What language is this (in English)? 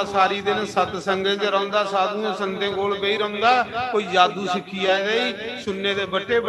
Dogri